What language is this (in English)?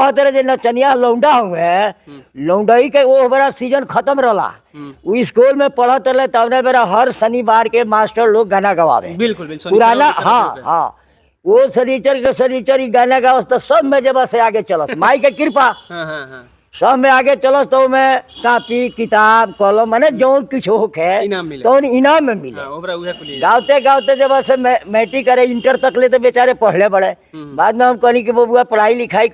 Bhojpuri